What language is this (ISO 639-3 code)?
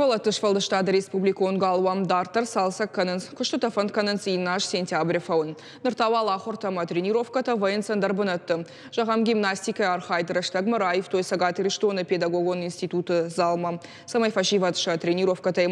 oss